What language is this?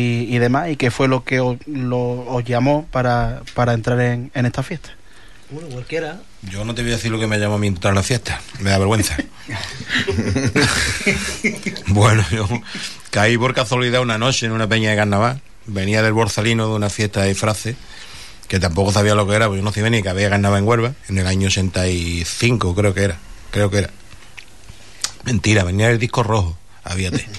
Spanish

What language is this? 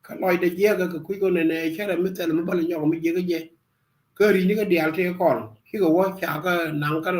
Nuer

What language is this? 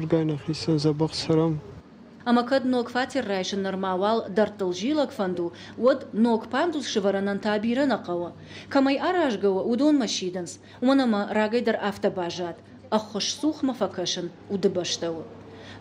Ossetic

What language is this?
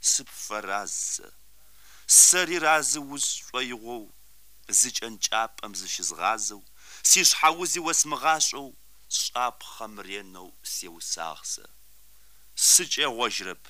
Kabardian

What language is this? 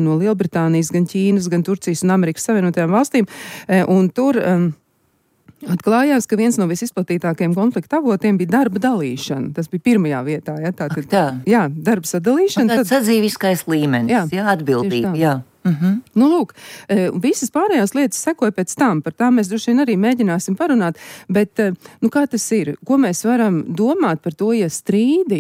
Latvian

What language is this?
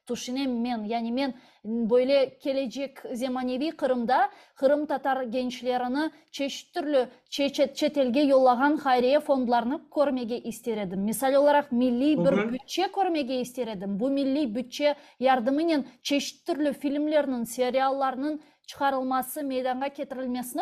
Crimean Tatar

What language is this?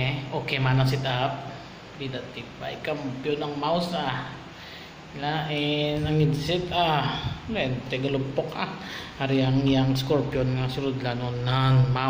Hiligaynon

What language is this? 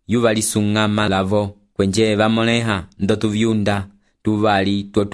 Umbundu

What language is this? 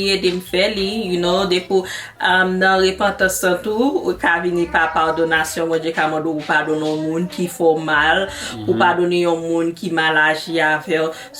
Haitian Creole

